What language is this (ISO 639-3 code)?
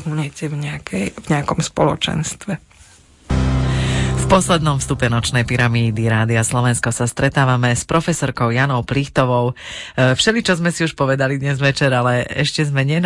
slk